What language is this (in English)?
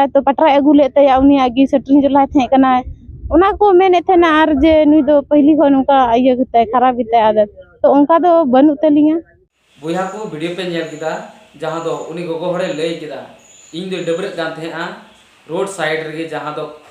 Santali